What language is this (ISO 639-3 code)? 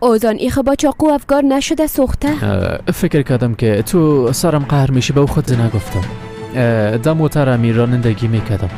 fas